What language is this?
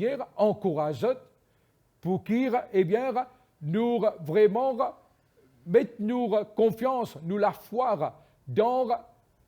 Morisyen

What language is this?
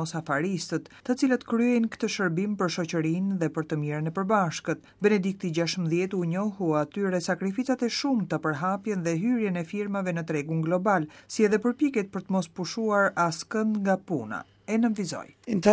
Albanian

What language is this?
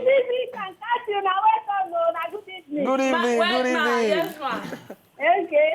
Nigerian Pidgin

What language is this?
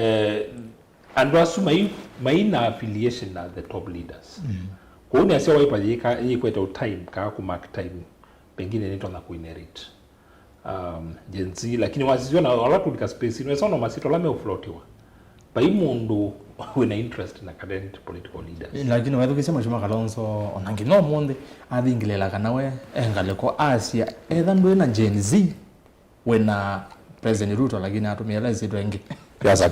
Kamba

